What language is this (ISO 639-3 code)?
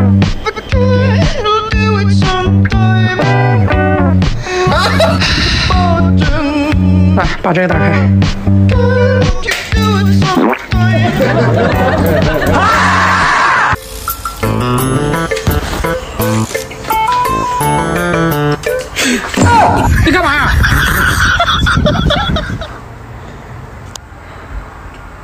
zho